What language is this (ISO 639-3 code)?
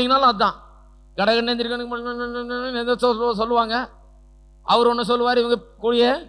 tam